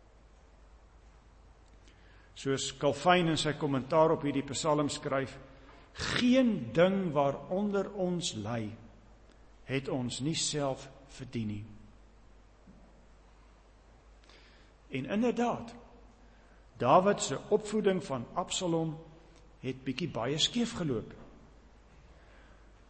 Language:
Afrikaans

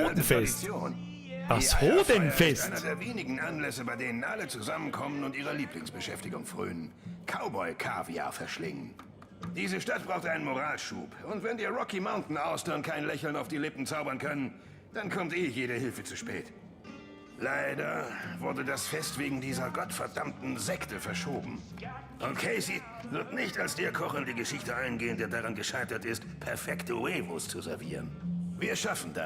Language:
Bavarian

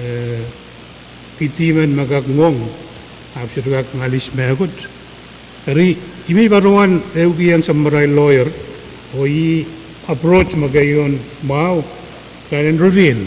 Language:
Pohnpeian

